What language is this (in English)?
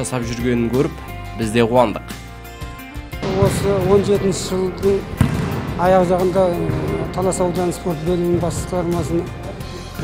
Kazakh